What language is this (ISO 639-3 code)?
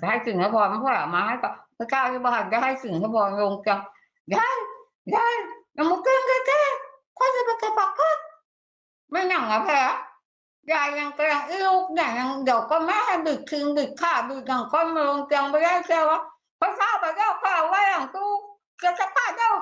tts